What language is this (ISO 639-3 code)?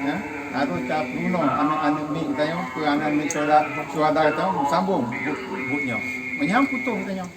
ace